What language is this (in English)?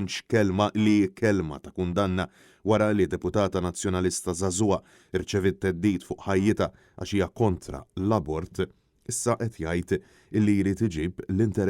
Maltese